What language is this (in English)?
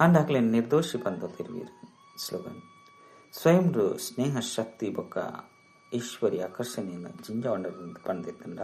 Tulu